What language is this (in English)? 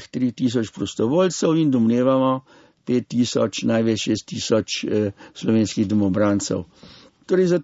Slovenian